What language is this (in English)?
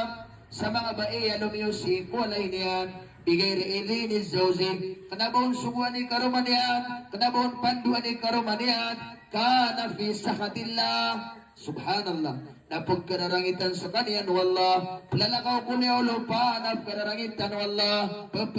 Maranao